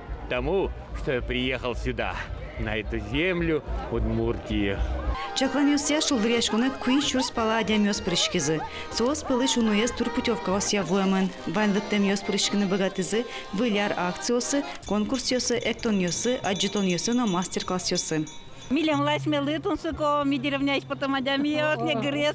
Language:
Udmurt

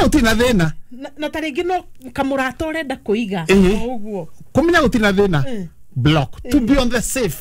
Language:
Kikuyu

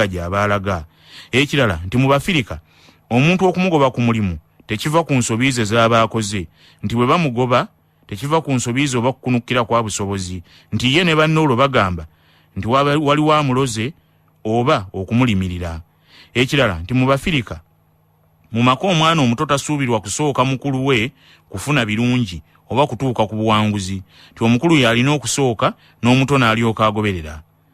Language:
Ganda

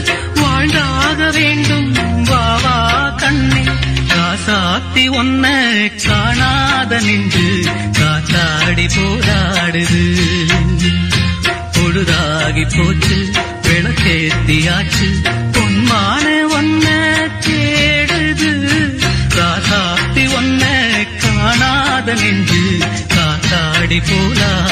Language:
Tamil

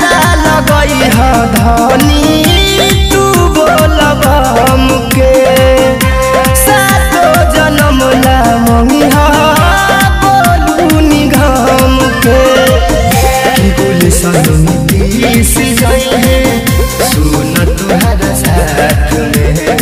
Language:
Bhojpuri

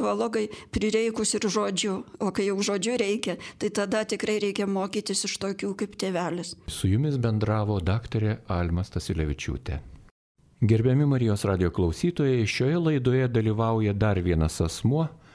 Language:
Lithuanian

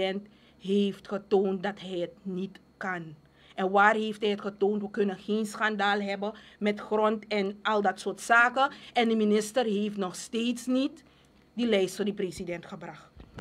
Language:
Dutch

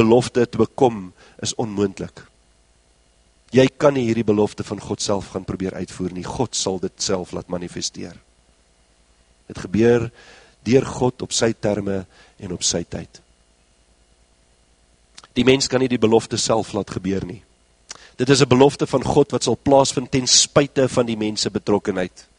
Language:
Afrikaans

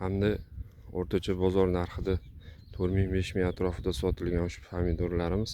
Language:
Uzbek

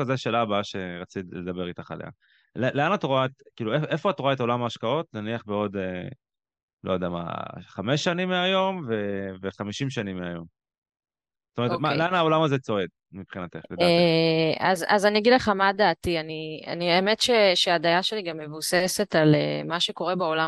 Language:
Hebrew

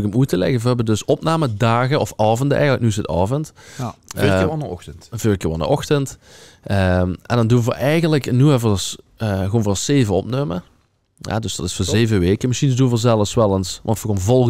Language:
Limburgish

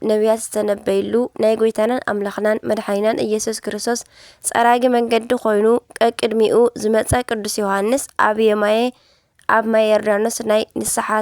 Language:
Tigrinya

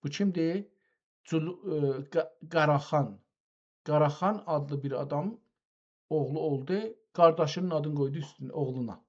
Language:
South Azerbaijani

